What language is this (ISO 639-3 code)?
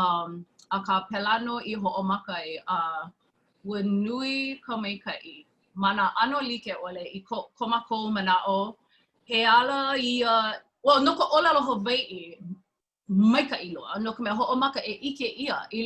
haw